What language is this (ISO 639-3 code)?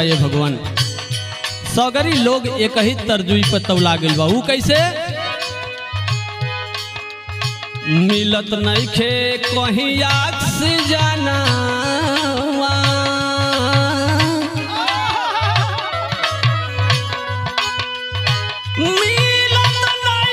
bho